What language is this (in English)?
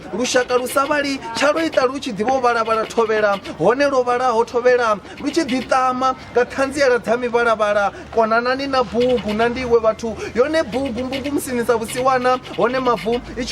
Venda